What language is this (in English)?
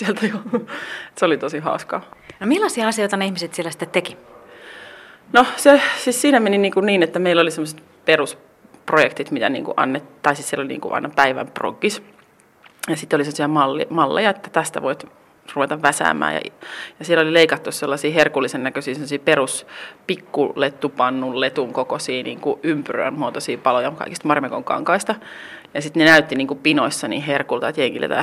Finnish